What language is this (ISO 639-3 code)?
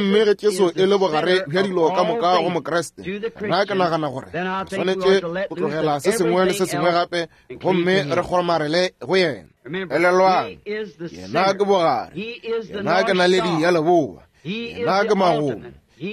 nso